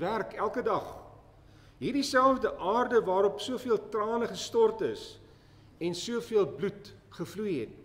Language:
Afrikaans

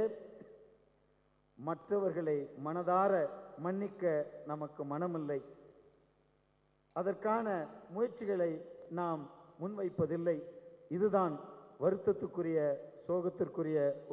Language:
Tamil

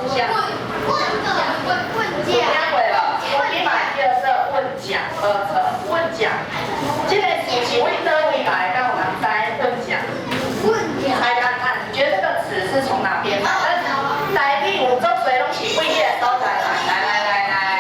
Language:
Min Nan Chinese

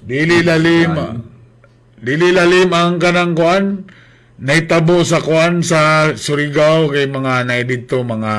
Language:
Cebuano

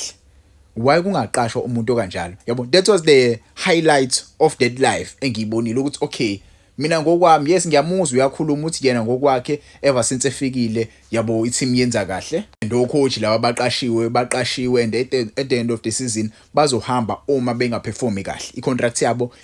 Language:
Zulu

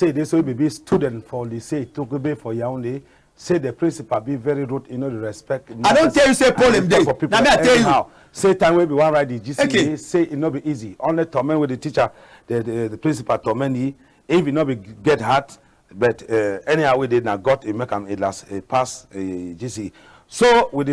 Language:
Cameroon Pidgin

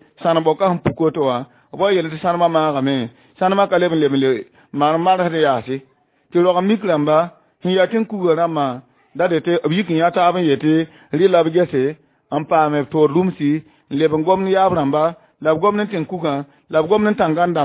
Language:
Mossi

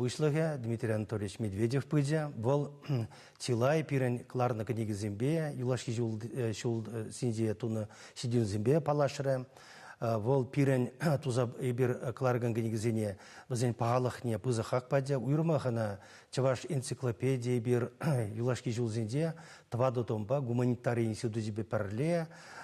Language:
Chuvash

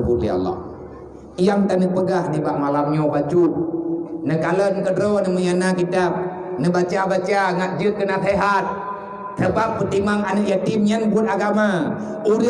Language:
Achinese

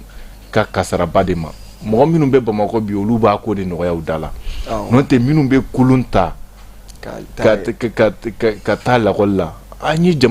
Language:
Bambara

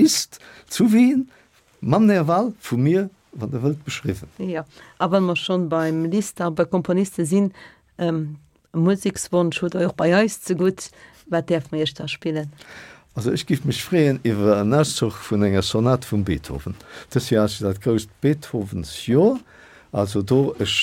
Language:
Luxembourgish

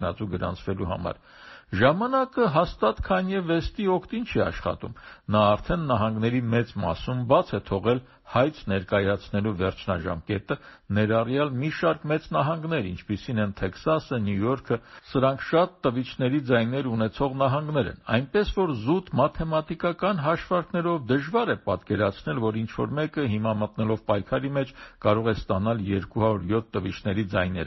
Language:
Armenian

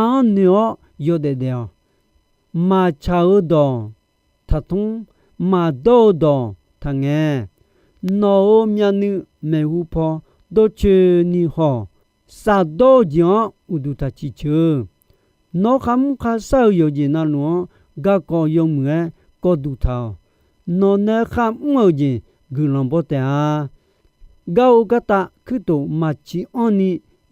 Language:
Akha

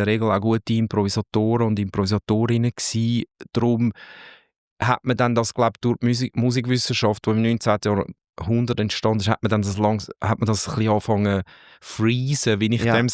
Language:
Swiss German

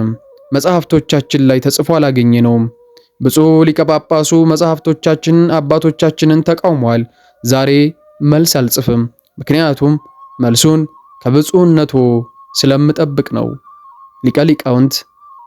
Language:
Amharic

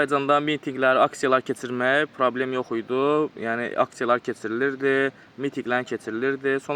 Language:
Azerbaijani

